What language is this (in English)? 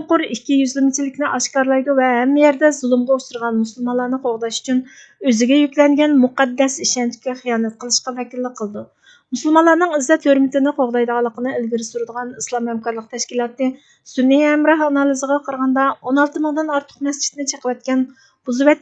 Uyghur